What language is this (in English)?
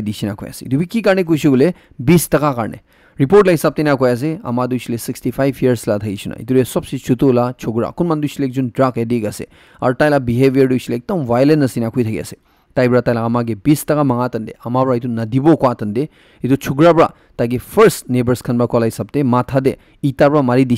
Naga Pidgin